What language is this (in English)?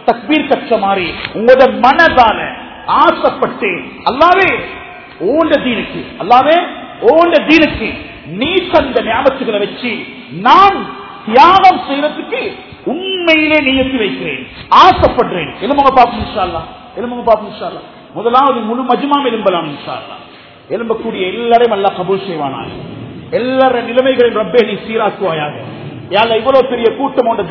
Tamil